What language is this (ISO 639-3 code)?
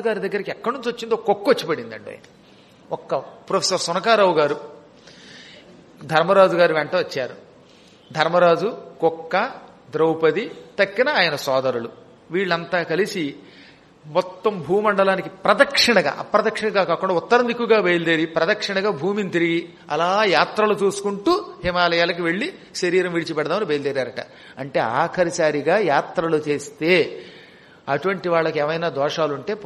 tel